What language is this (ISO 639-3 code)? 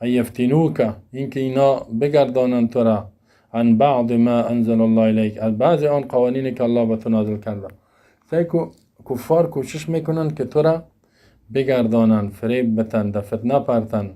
fas